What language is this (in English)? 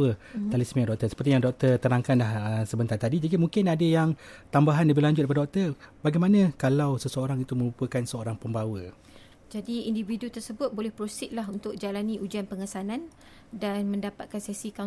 Malay